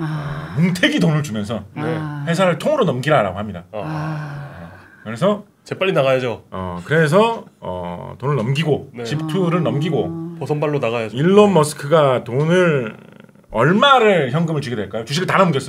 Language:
Korean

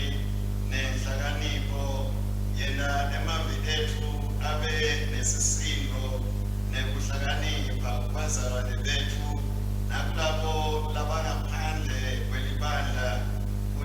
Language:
Swati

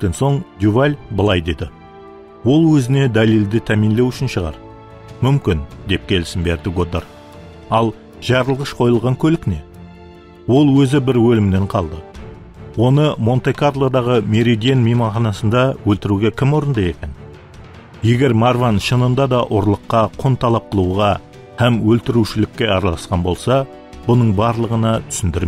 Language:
Kara-Kalpak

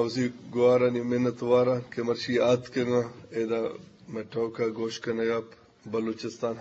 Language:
Eastern Balochi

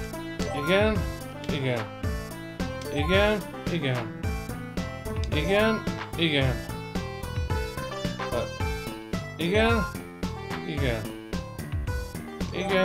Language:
Hungarian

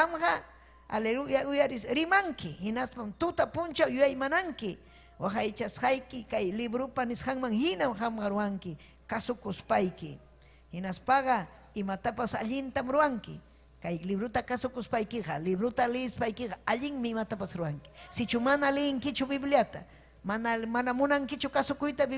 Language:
Ayacucho Quechua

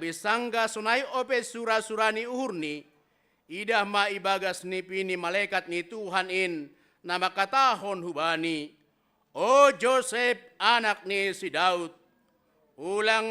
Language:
Batak Simalungun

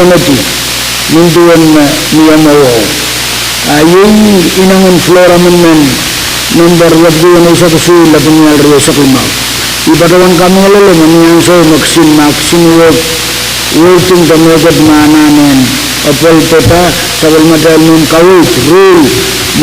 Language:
Pohnpeian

